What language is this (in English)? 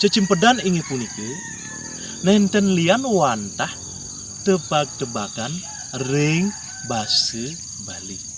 Balinese